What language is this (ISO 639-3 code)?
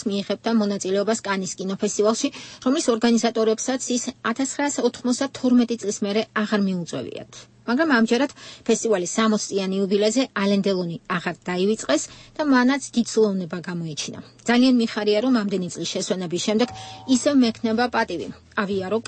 kat